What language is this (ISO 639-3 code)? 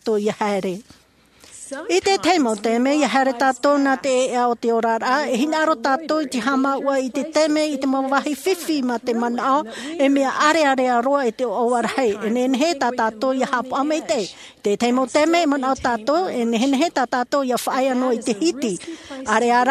tah